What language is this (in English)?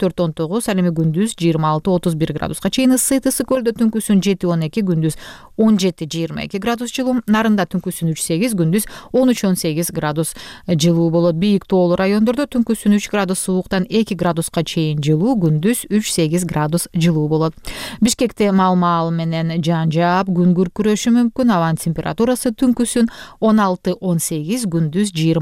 Kyrgyz